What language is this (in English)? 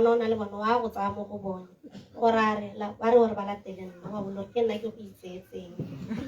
Tswana